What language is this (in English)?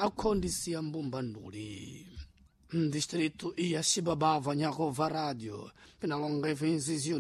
Sena